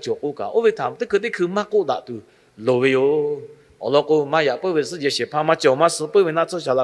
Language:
Lahu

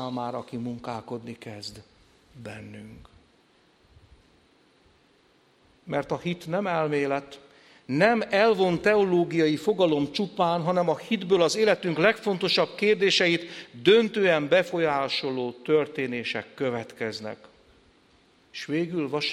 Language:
Hungarian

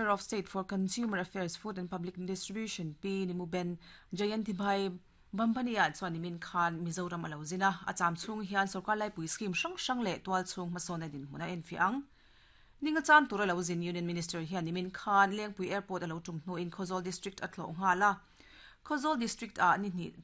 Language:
Mizo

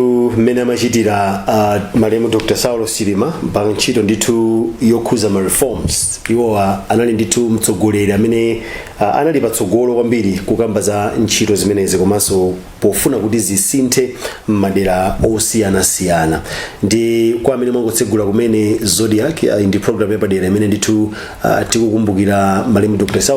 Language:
Nyanja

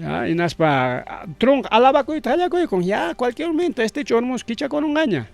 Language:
Ayacucho Quechua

